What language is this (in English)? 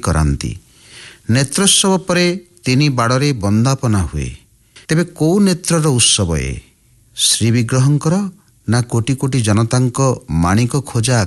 Odia